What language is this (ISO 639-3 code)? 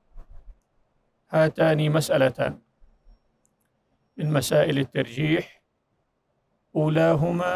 ara